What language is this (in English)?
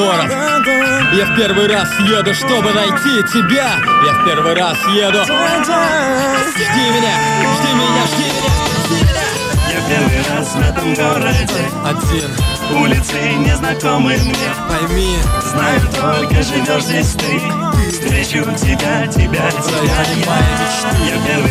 Russian